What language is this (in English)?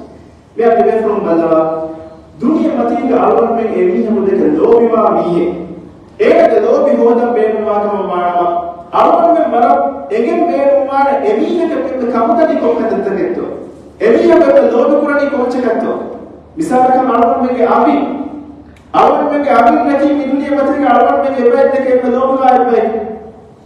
Divehi